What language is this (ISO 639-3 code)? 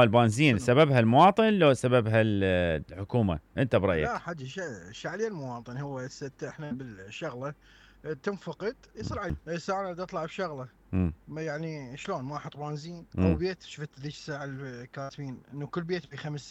acm